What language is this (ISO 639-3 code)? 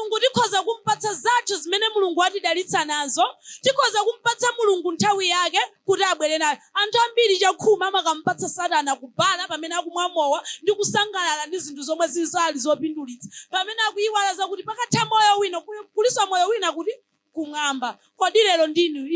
nya